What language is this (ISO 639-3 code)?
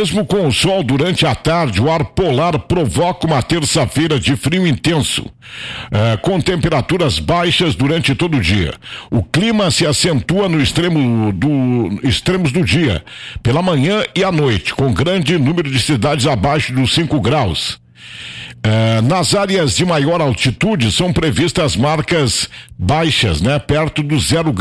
por